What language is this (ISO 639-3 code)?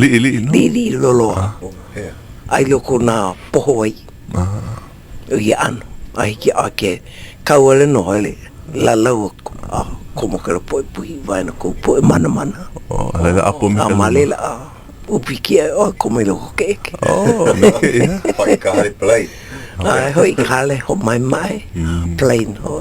haw